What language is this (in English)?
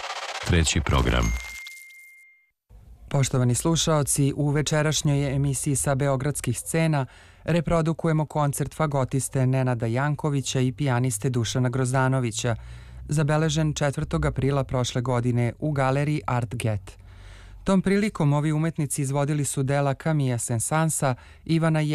Serbian